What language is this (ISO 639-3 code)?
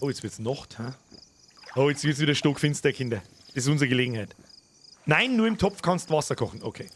bar